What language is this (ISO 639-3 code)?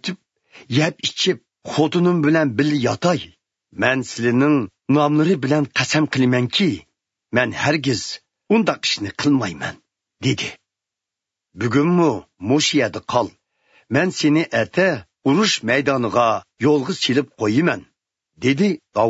uig